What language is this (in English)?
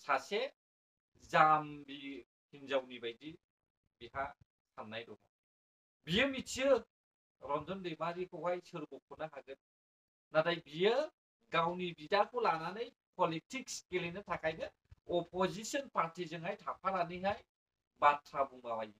Bodo